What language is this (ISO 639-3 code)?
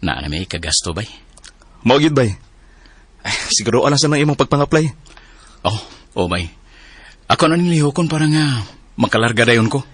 ceb